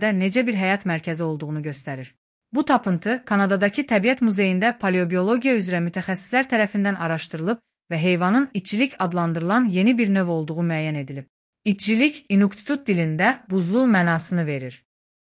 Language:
Azerbaijani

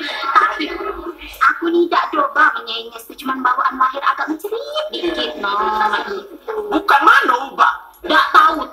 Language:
Musi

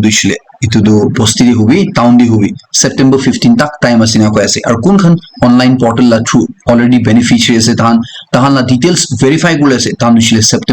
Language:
Naga Pidgin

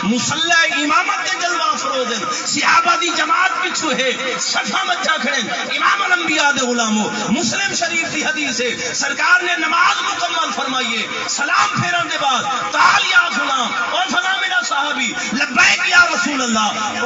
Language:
Saraiki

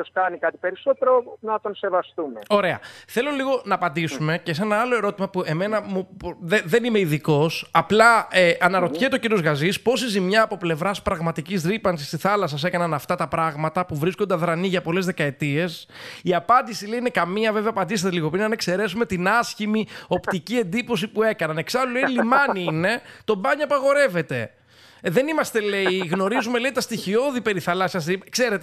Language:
Greek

